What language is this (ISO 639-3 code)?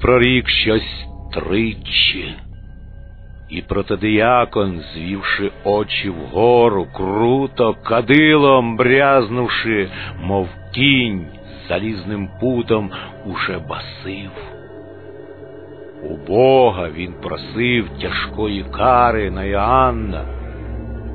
ukr